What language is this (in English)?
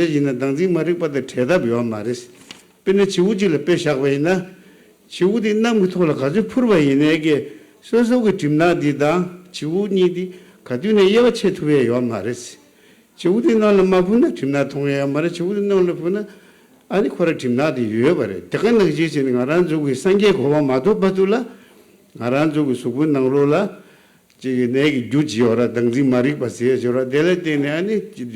Tibetan